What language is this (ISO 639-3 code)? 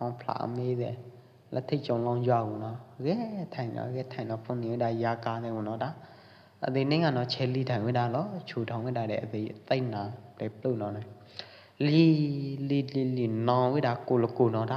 kjp